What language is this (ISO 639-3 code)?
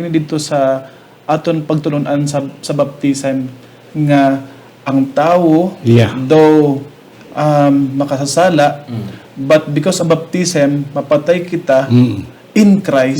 hil